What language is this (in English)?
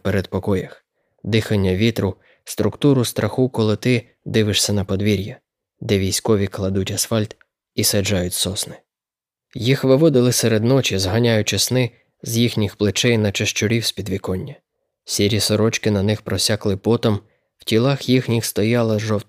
Ukrainian